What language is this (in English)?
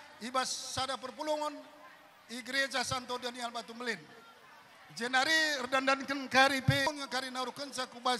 Batak Karo